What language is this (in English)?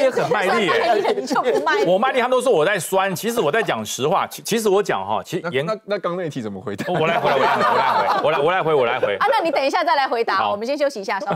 Chinese